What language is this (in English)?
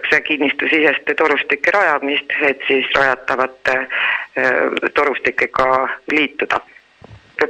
Estonian